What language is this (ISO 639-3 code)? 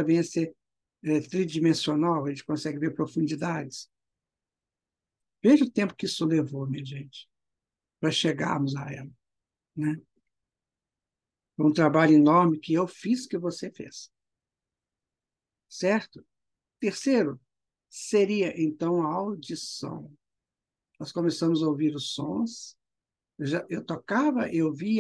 por